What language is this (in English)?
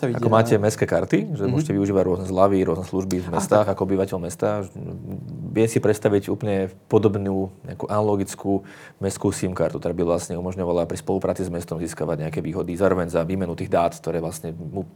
Slovak